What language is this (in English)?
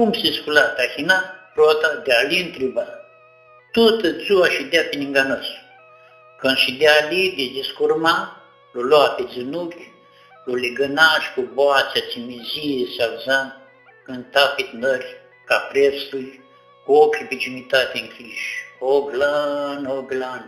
Aromanian